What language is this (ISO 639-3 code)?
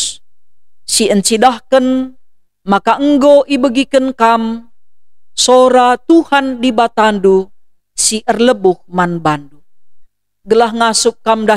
btx